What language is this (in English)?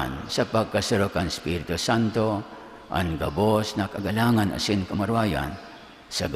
Bikol